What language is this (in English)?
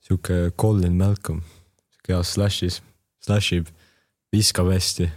Estonian